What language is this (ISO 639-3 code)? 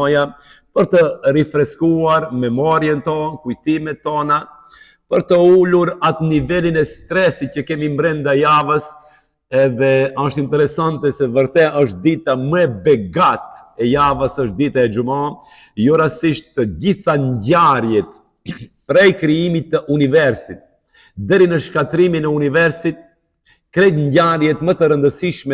sqi